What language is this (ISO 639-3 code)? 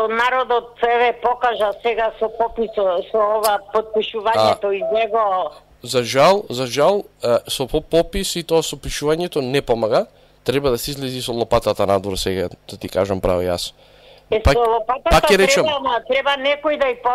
mkd